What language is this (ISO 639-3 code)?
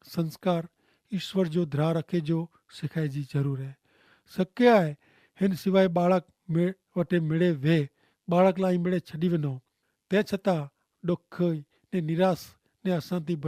kfr